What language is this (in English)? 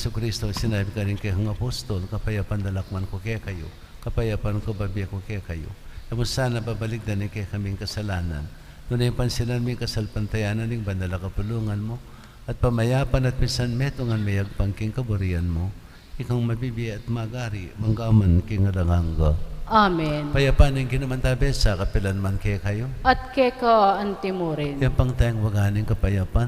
Pampanga